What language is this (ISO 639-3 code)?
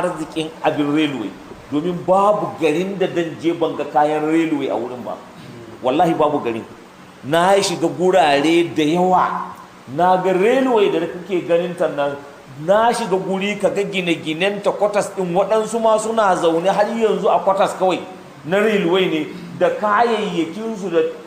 hau